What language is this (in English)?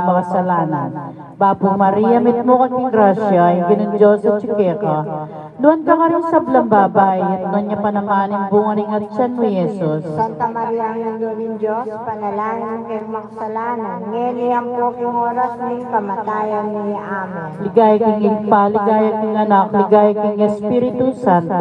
Pampanga